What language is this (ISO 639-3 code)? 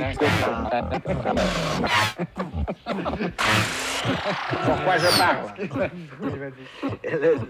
fra